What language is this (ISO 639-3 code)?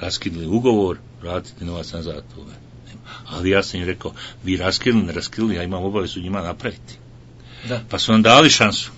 bos